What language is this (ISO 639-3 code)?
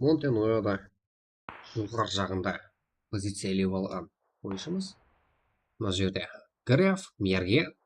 kaa